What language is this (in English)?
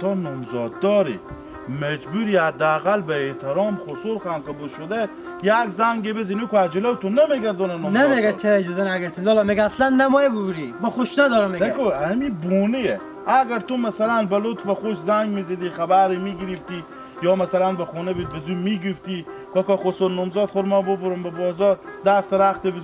Hazaragi